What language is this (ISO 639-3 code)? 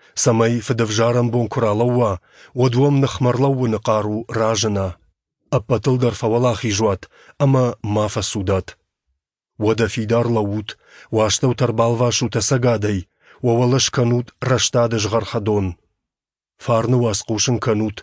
oss